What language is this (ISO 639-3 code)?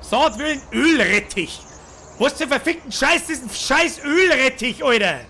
bar